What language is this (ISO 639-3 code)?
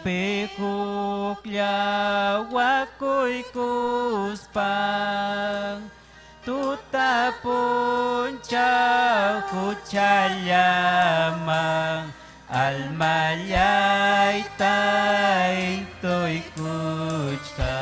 quy